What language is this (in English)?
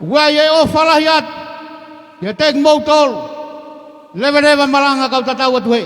Tongan